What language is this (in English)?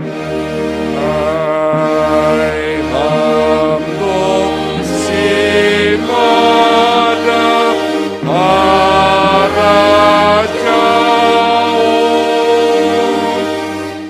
Batak Simalungun